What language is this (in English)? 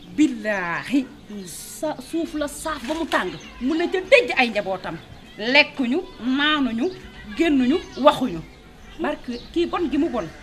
Wolof